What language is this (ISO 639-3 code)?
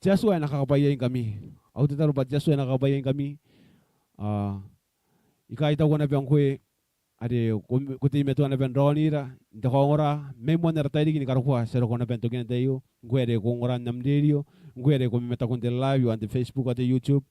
gil